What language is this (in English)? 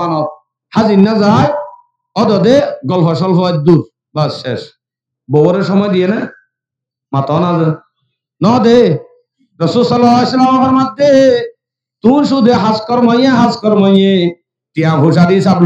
Rohingya